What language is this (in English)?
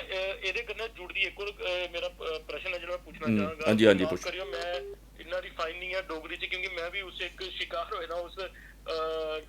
Dogri